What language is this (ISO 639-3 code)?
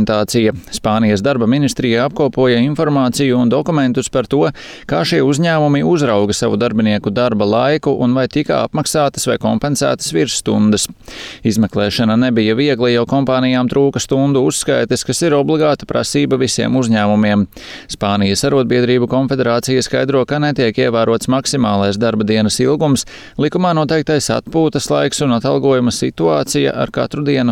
lav